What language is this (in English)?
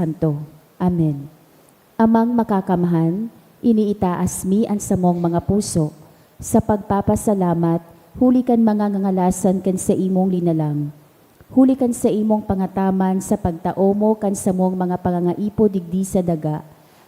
Bikol